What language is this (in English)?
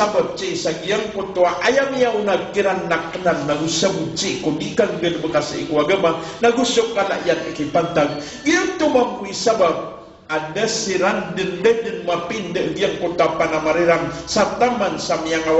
Maranao